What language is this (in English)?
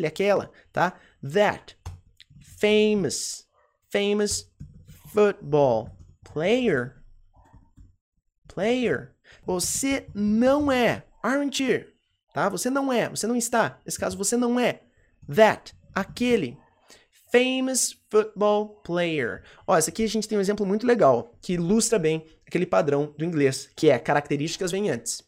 Portuguese